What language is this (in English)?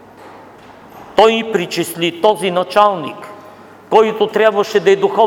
Bulgarian